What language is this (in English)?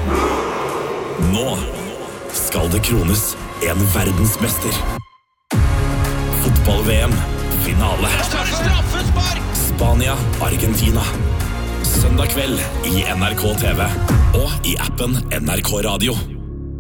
Norwegian